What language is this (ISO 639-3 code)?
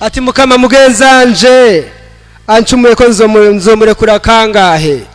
run